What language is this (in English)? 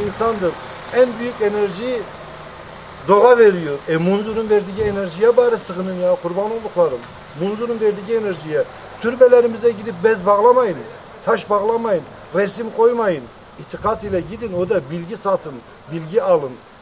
Turkish